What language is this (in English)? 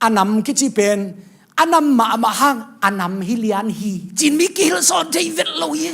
Tedim Chin